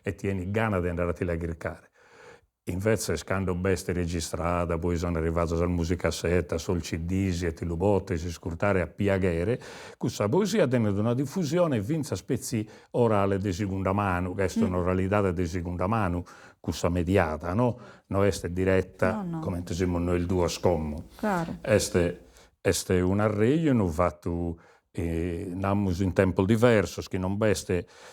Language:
Sardinian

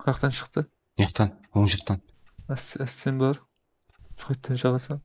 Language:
Kara-Kalpak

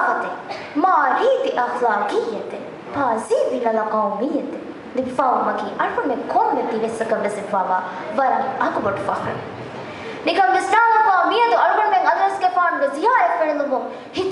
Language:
Divehi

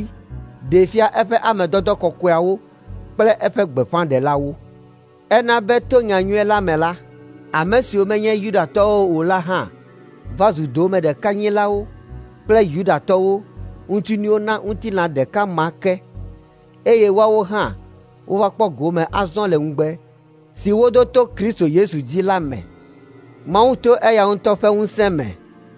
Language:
Ewe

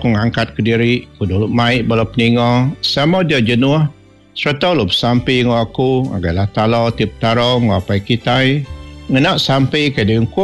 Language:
Iban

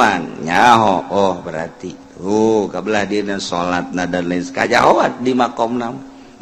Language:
Sundanese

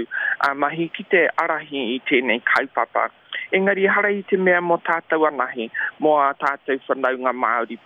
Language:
Māori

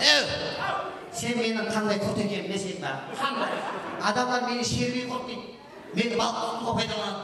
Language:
Kara-Kalpak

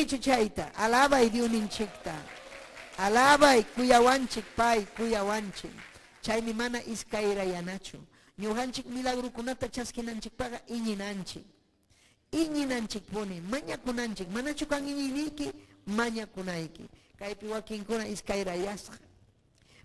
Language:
Ayacucho Quechua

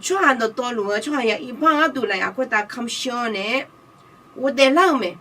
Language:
Akha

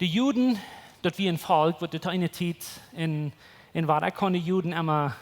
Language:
Plautdietsch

